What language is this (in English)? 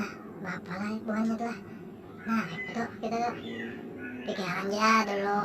Banjar